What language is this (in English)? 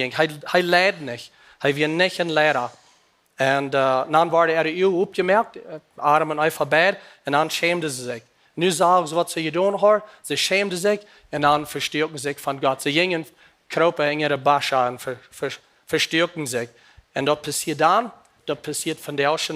Plautdietsch